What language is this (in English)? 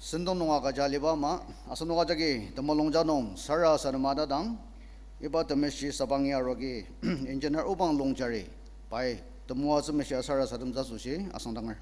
Ao Naga